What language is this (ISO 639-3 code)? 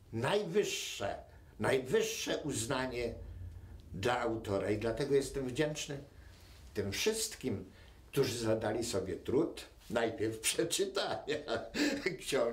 pol